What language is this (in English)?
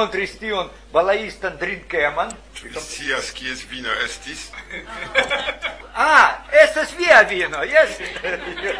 Esperanto